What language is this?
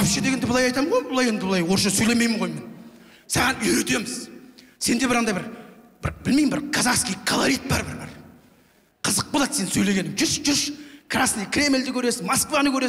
Kazakh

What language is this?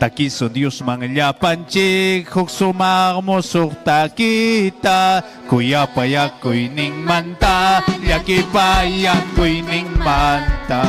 Ayacucho Quechua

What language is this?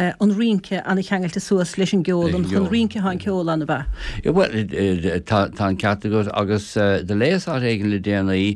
Irish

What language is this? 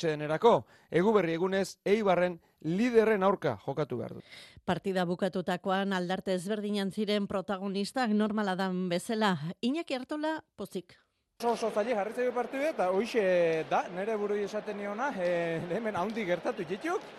Basque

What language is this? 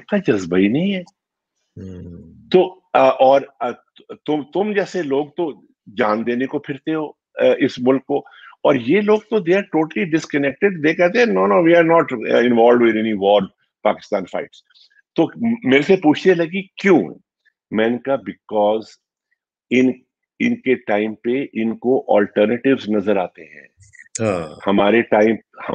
Urdu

